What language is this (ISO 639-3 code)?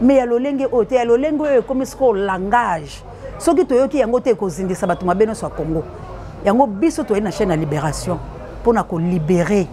lin